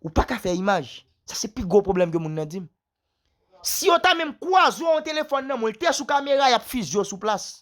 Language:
Haitian Creole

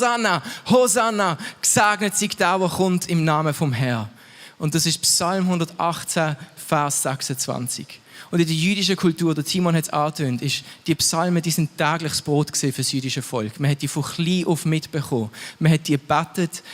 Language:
Swiss German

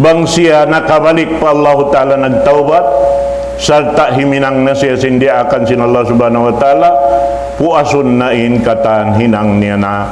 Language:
Tausug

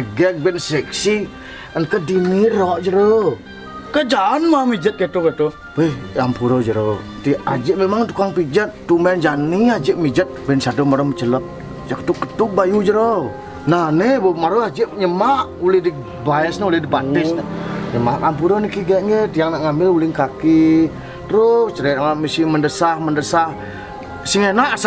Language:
Balinese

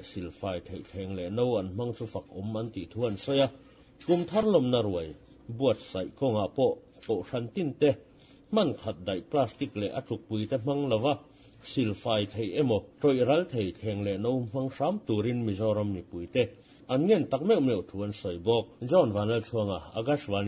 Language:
Mizo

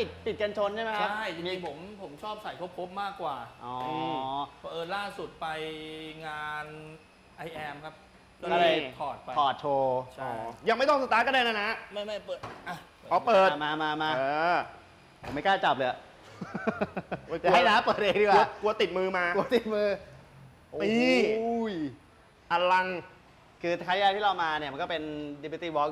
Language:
Thai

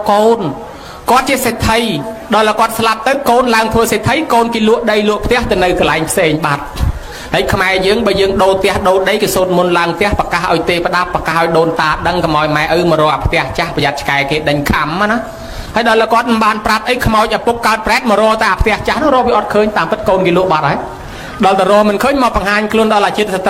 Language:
Khmer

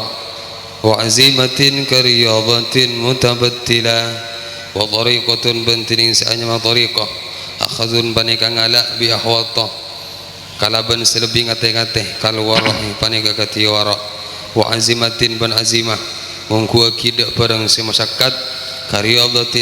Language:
Madurese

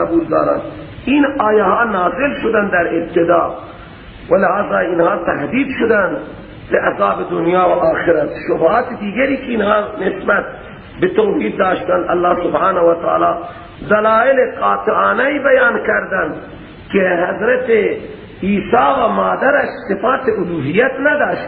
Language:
Persian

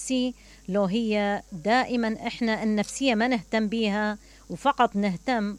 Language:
Mesopotamian Arabic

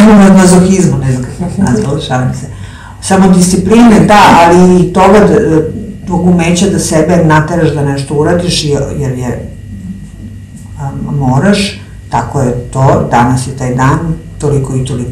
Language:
Serbian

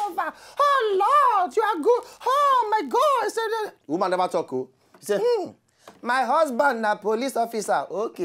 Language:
Nigerian Pidgin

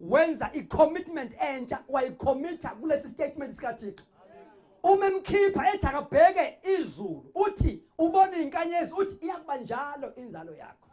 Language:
Zulu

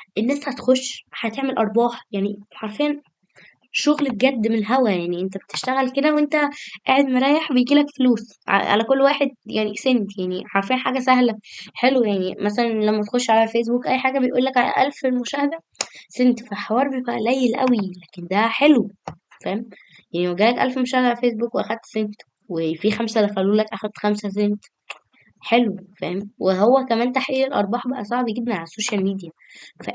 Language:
Egyptian Arabic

